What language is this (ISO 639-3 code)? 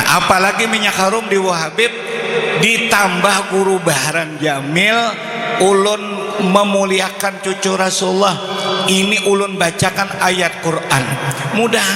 bjn